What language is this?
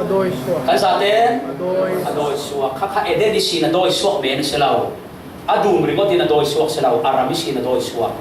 Falam Chin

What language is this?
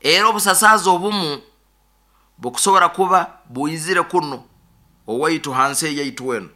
Nyoro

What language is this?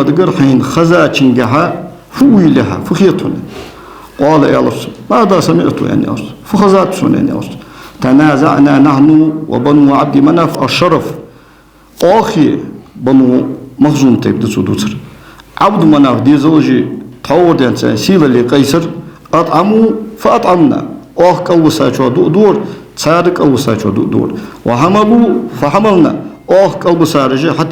Ingush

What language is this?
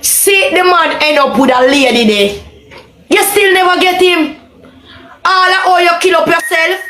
Jamaican Creole English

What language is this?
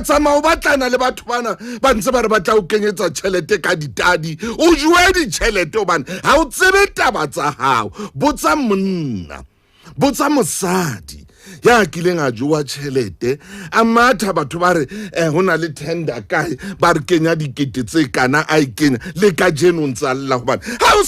Southern Sotho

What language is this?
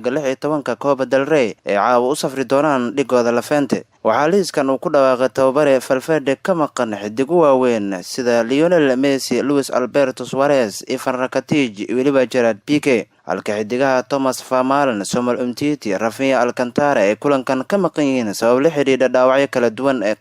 Somali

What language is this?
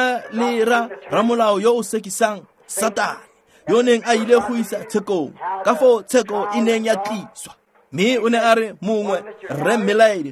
Tswana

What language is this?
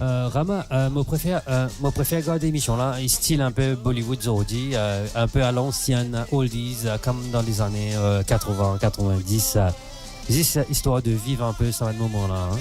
Morisyen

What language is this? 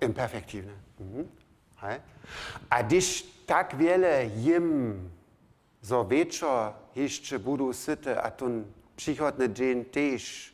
Upper Sorbian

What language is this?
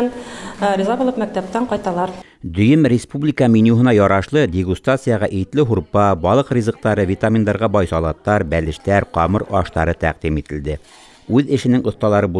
Bashkir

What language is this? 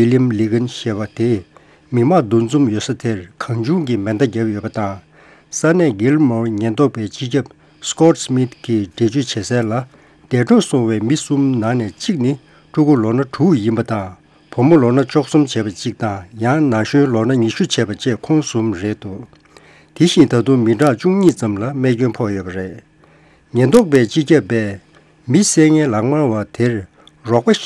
Tibetan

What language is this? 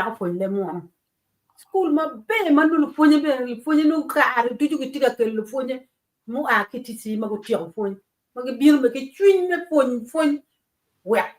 Acoli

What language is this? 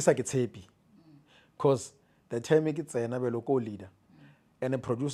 Northern Sotho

